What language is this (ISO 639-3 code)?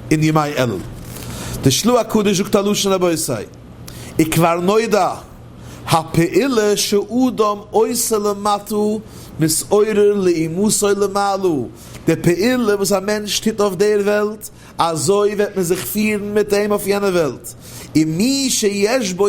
yid